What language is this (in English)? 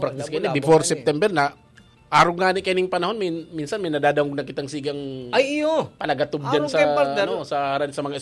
Bikol